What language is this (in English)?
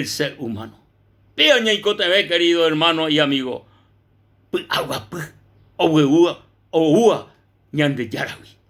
Guarani